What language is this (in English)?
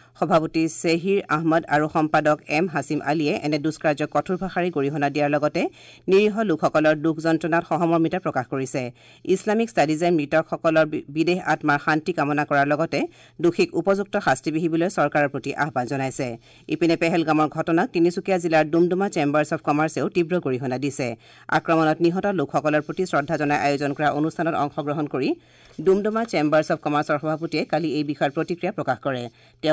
Assamese